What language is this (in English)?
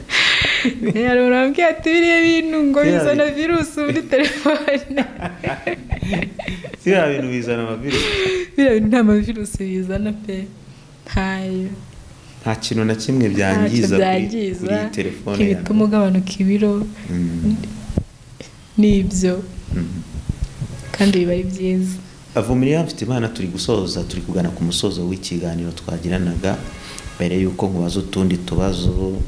Kinyarwanda